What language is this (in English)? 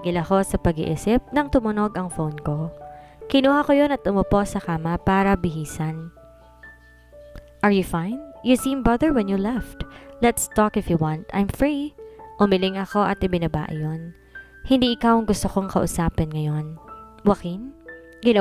Filipino